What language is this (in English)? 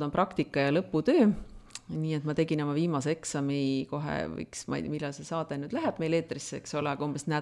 Estonian